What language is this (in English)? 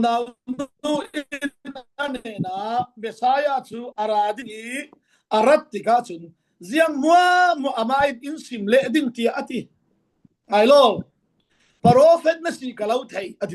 Falam Chin